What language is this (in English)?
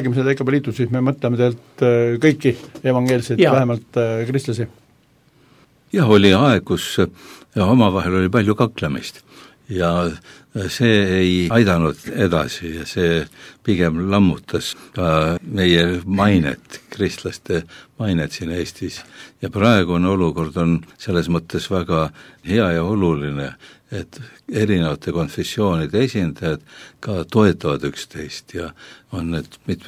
Estonian